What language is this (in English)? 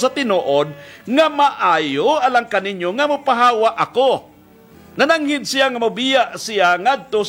Cebuano